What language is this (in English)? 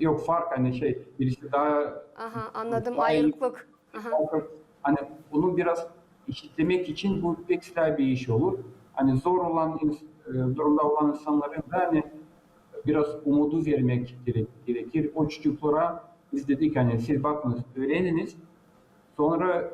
Gagauz